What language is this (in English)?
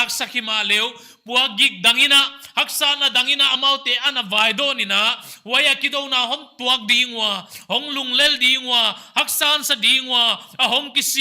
Paite Chin